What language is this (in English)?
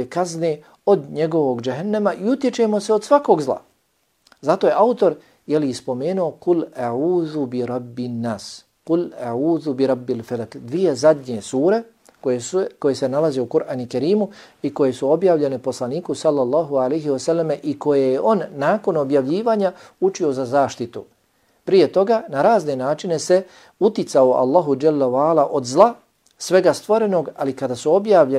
Bosnian